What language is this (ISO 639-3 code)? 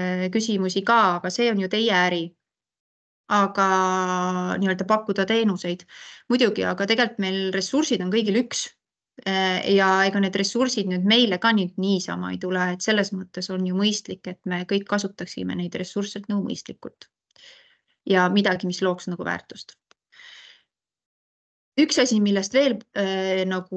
est